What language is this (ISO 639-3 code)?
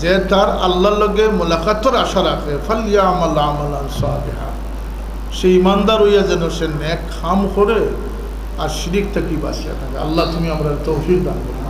syl